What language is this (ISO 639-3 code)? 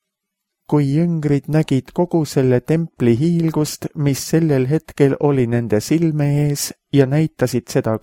est